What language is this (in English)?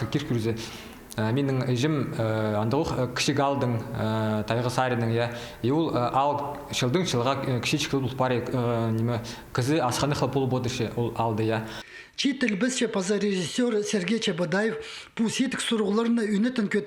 Khakas